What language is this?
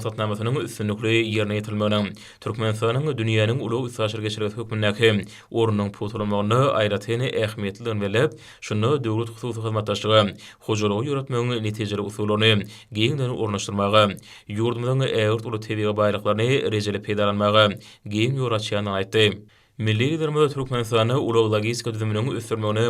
Turkmen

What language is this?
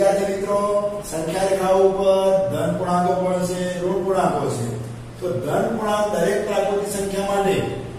Gujarati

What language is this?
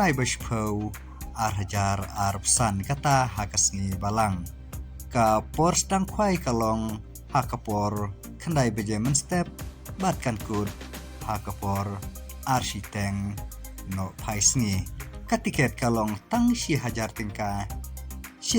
Khasi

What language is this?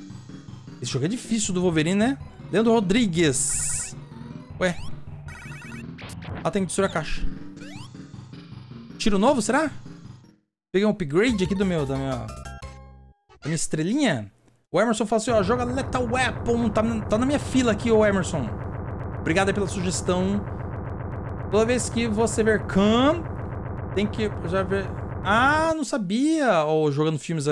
Portuguese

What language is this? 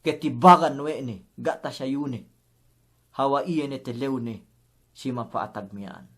Yakan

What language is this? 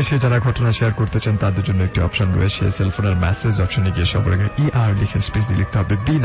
Bangla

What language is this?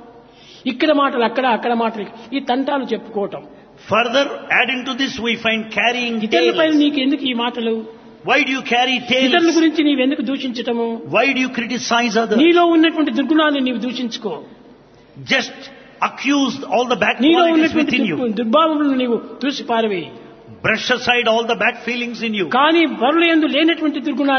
Telugu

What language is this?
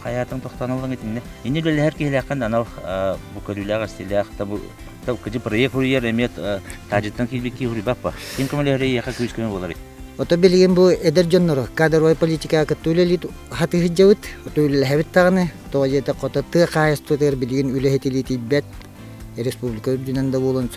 Yakut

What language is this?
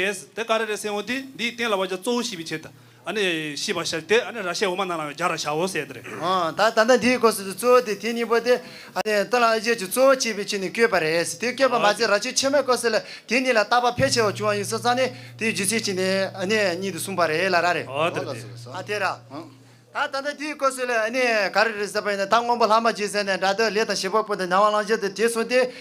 Tibetan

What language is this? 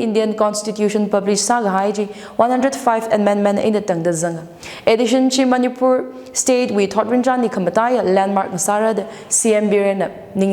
Tangkhul Naga (India)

